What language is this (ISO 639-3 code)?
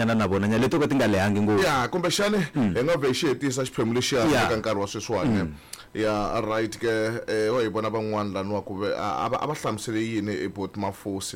tso